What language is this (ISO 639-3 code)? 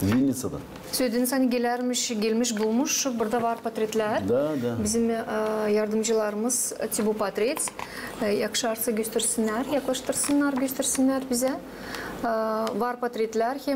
gag